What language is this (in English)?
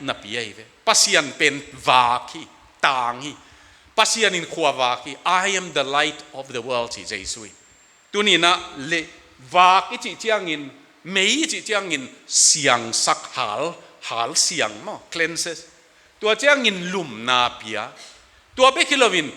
Tedim Chin